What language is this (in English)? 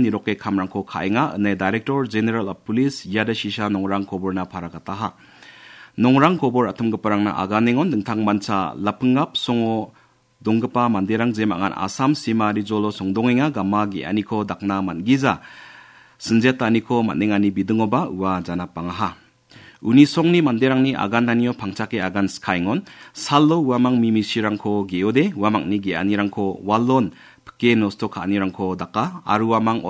Garo